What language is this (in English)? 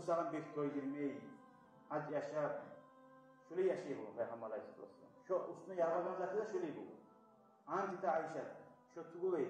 Kumyk